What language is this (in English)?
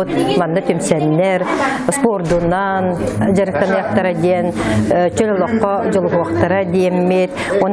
Yakut